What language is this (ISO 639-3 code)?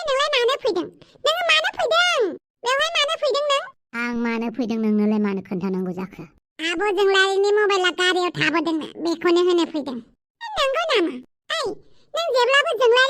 brx